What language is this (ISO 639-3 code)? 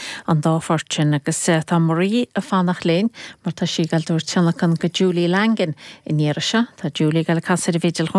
gle